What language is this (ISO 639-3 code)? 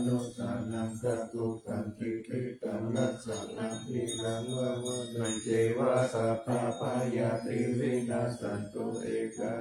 pli